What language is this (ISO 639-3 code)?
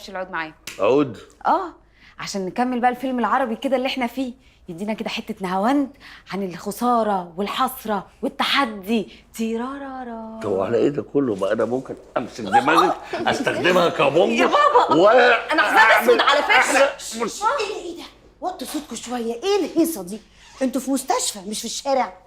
arz